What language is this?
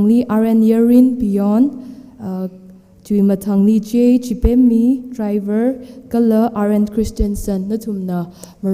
Tangkhul Naga (India)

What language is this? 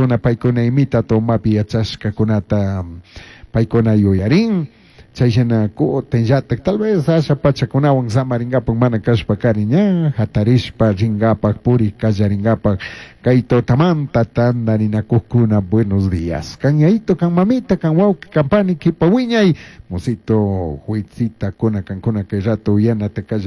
Chimborazo Highland Quichua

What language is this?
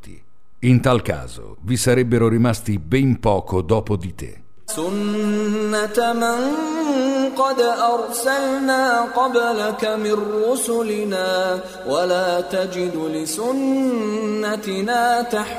Italian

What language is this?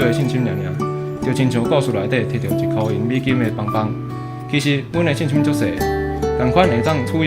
Min Nan Chinese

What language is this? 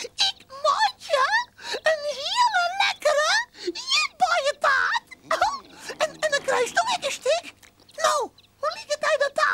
Western Frisian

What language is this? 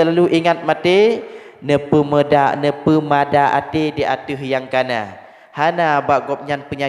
Achinese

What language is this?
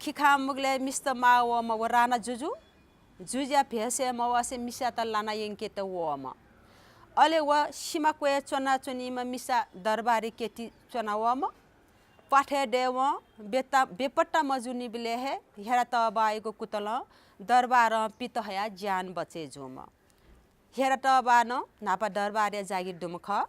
Newari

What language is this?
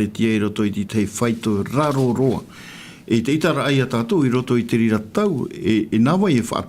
Tahitian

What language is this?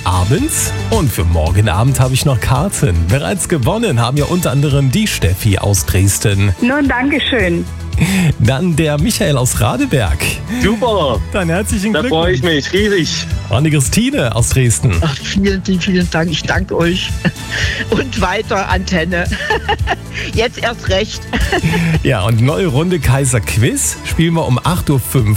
German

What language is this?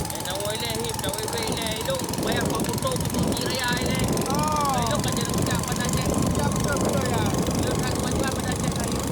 Achinese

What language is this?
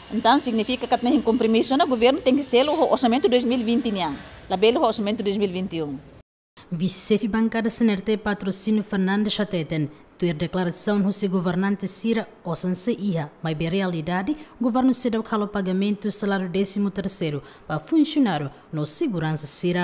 Tetum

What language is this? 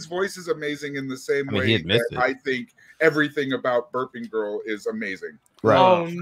English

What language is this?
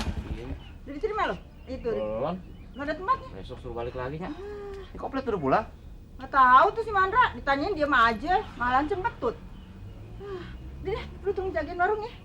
Betawi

